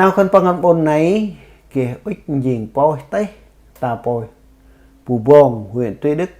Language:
Central Mnong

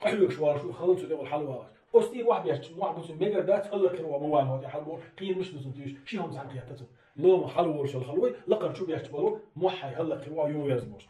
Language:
Chechen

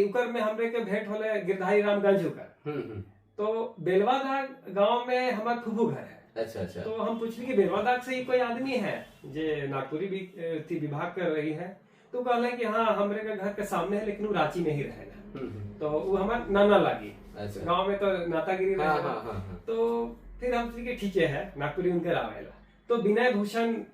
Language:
Sadri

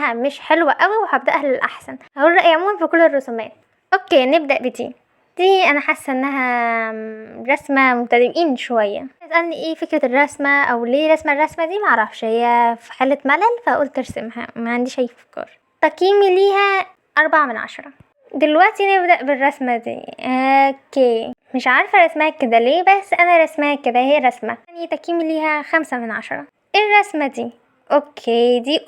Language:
Egyptian Arabic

